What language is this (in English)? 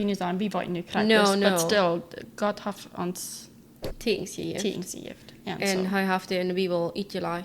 Plautdietsch